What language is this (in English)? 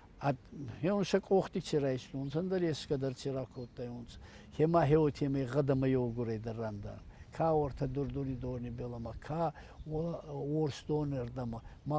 Ossetic